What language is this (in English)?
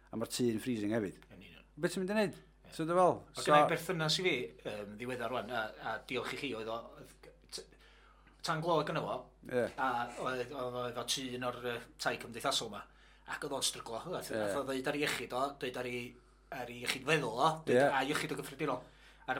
Welsh